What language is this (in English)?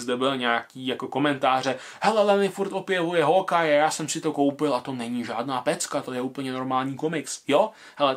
Czech